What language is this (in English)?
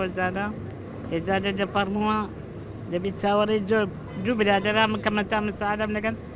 Kurdish